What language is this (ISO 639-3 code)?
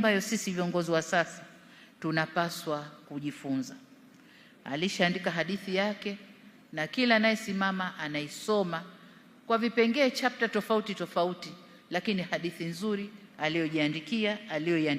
swa